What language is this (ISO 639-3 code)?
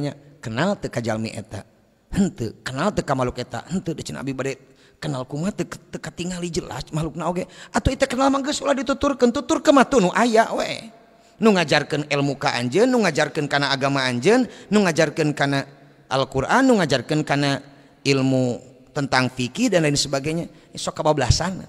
sun